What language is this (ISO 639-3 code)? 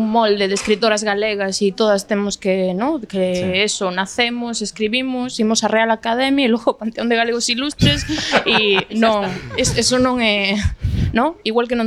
glg